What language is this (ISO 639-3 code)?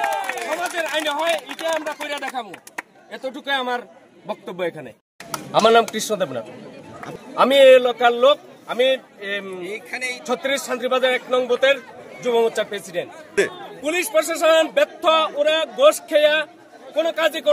ria